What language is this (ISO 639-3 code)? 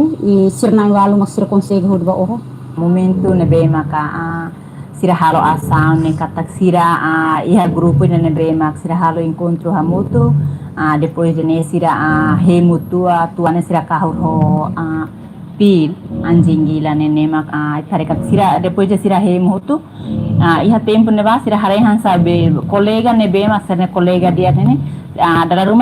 tet